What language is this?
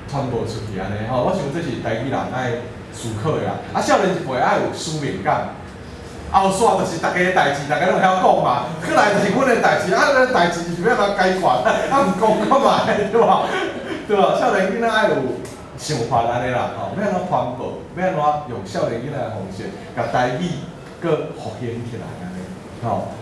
Min Nan Chinese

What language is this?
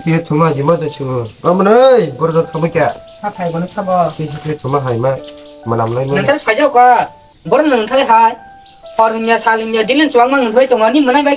Kok Borok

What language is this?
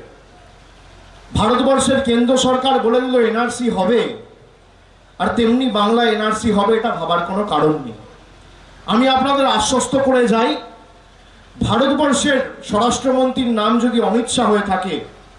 Bangla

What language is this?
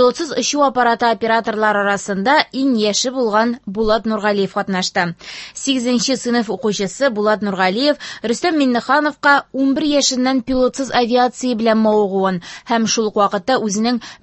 Tatar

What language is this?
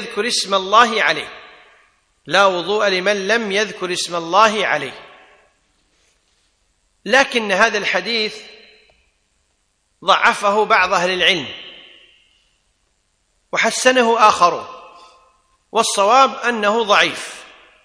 Arabic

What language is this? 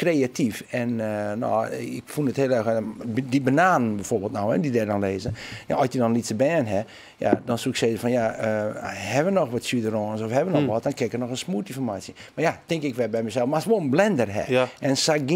Western Frisian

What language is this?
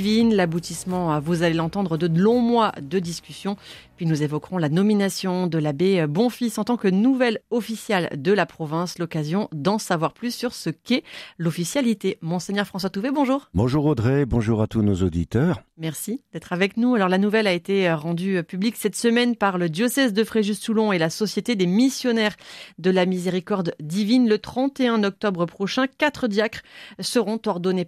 French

